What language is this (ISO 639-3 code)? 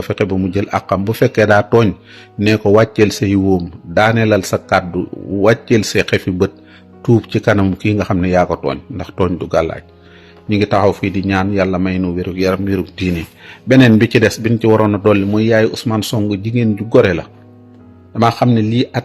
wol